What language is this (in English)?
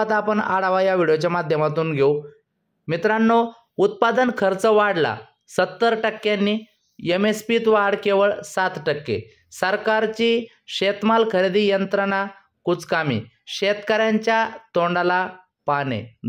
Marathi